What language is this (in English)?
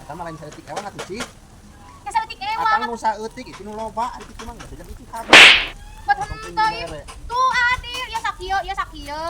Sundanese